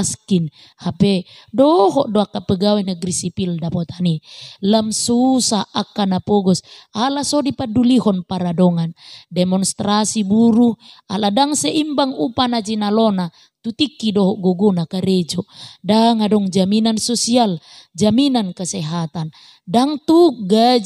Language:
Batak Toba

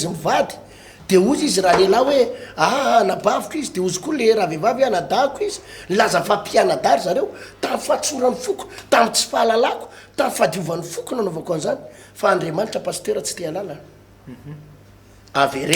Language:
Malagasy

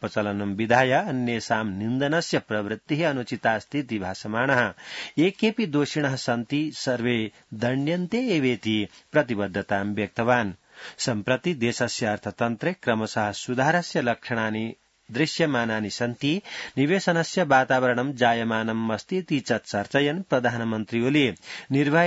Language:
Sanskrit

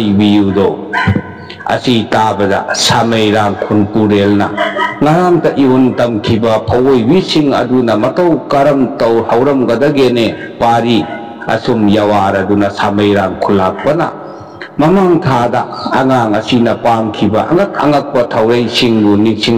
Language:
Manipuri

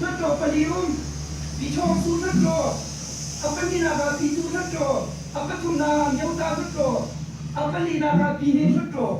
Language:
Hakha Chin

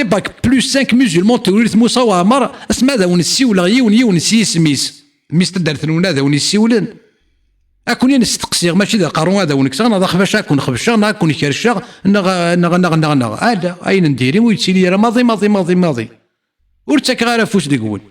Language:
Kabyle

